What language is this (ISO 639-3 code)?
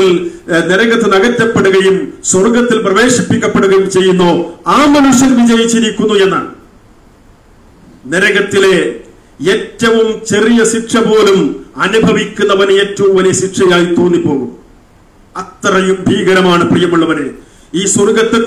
mal